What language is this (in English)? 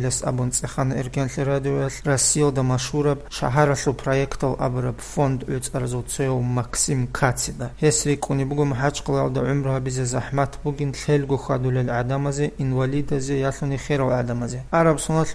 Avaric